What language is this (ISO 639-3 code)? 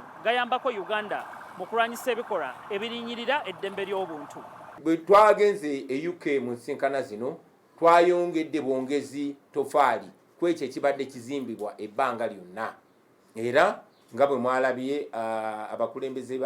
lug